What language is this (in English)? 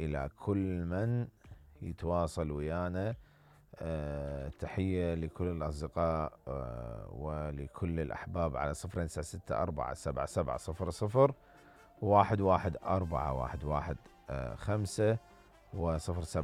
Mesopotamian Arabic